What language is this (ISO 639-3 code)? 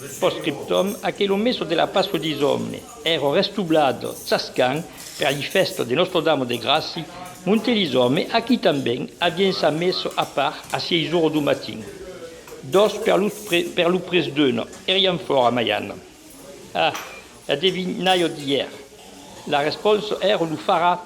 oci